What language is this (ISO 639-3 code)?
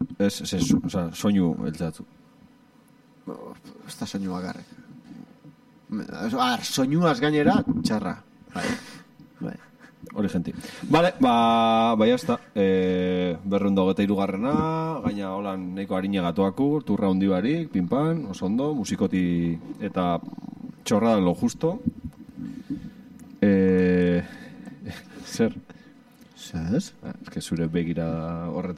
eus